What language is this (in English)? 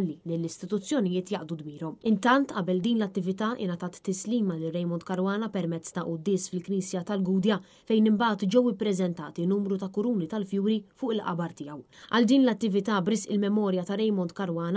Maltese